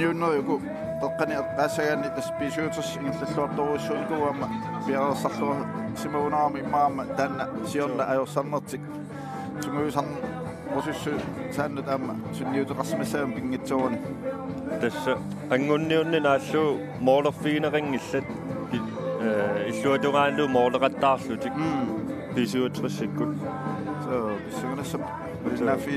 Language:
Kalaallisut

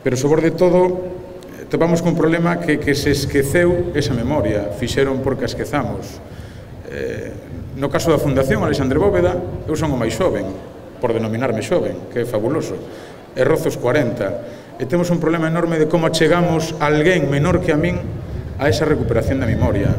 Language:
Galician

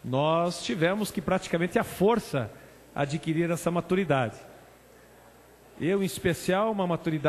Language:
Portuguese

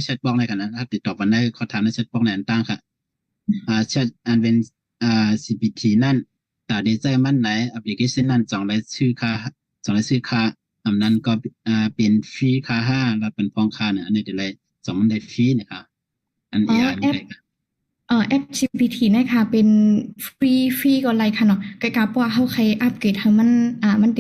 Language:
Shan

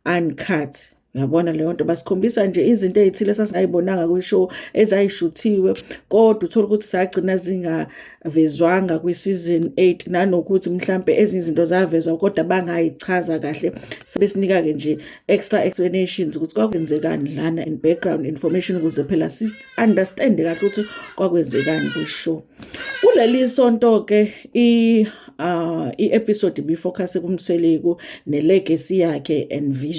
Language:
Zulu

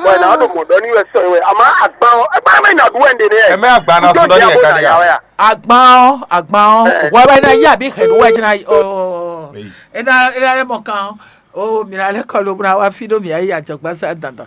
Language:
Fon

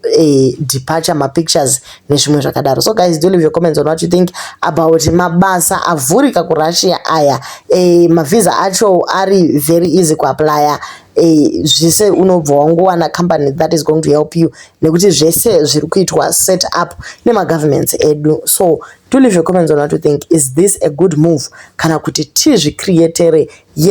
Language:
Shona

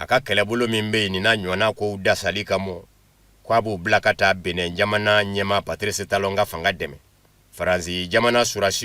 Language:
Bambara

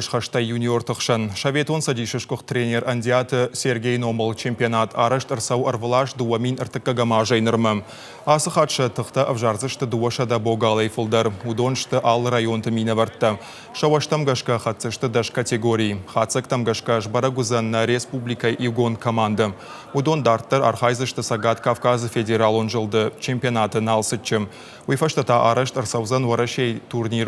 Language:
Ossetic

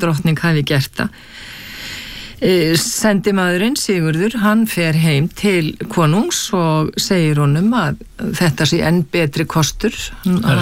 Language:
Icelandic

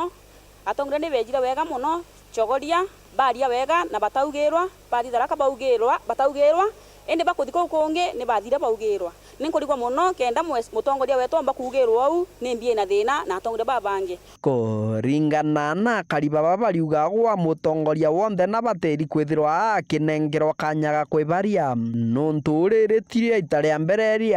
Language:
Meru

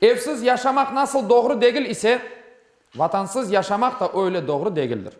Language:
Crimean Tatar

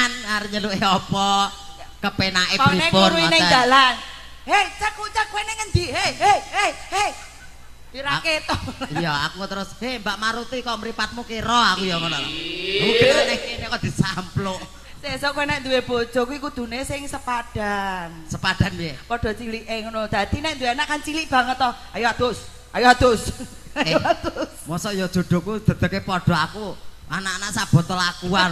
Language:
Javanese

